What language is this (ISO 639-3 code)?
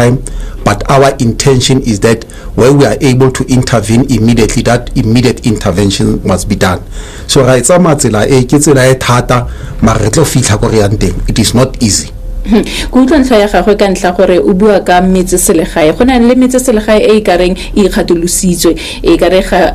tsn